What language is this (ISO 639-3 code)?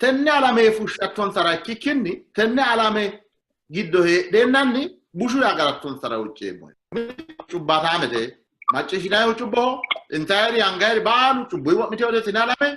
sid